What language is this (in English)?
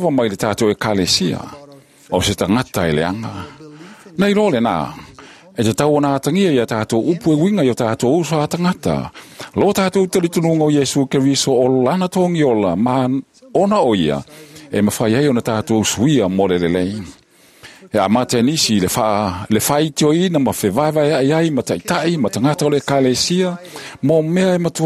Samoan